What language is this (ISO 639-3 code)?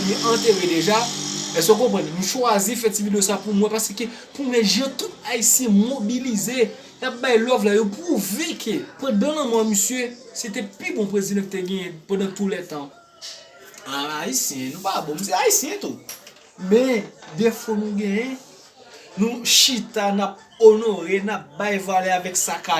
hat